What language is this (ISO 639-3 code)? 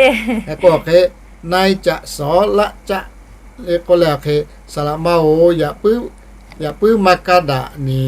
lhu